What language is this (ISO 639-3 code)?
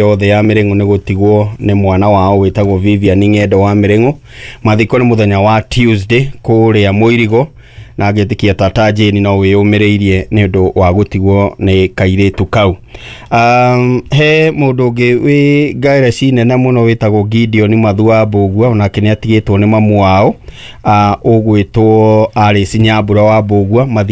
kik